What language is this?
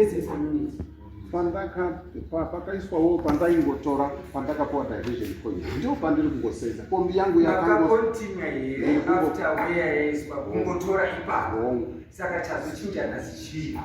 Shona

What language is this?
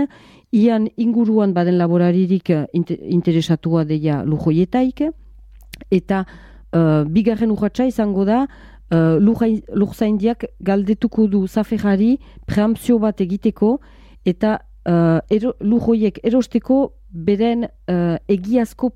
Basque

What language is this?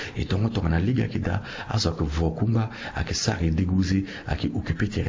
Sango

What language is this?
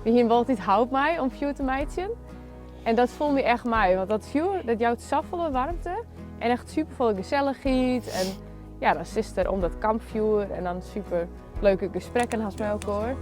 Western Frisian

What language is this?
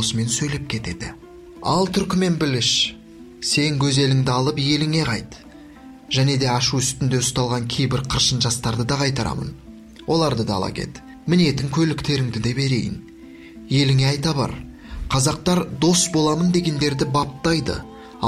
Kazakh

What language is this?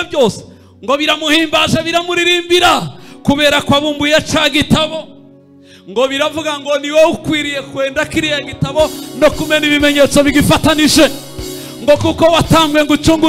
Kinyarwanda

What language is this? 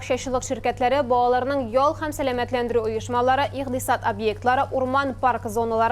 Tatar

